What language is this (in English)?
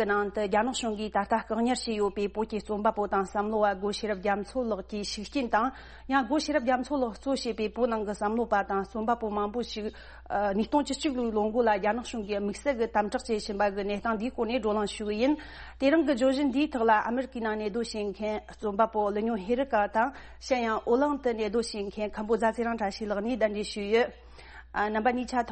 Tibetan